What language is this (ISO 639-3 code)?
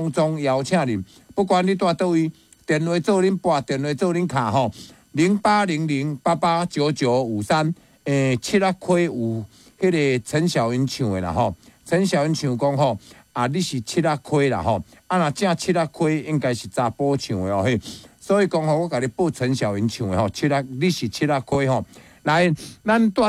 nan